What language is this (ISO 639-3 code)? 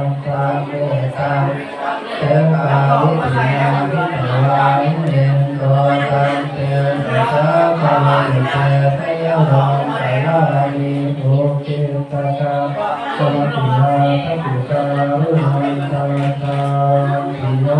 pli